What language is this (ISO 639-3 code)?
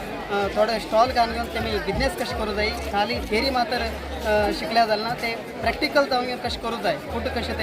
kok